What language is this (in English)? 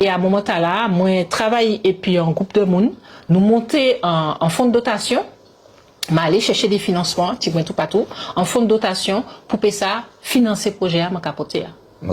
Guadeloupean Creole French